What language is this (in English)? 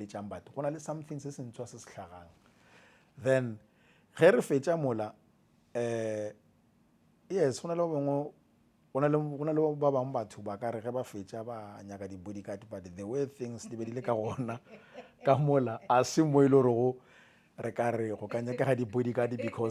Northern Sotho